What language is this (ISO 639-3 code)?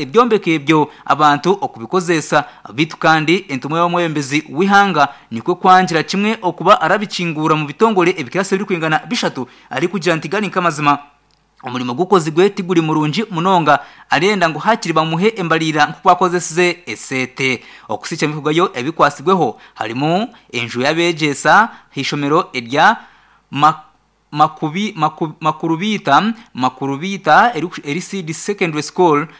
nyn